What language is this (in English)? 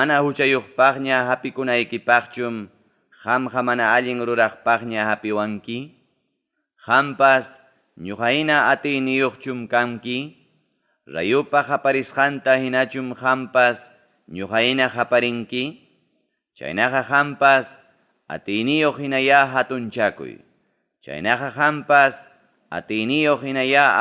Ayacucho Quechua